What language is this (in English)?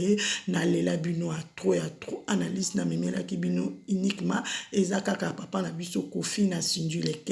Lingala